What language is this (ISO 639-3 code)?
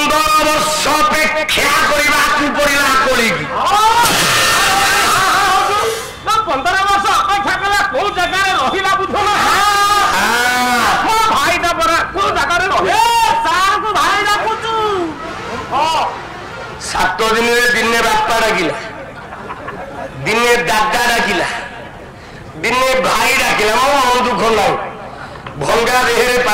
ori